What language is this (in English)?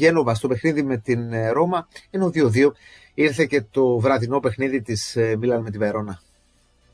Greek